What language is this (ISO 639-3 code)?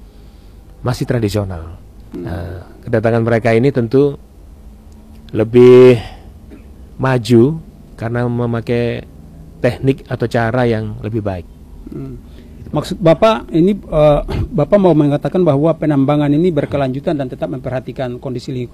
ind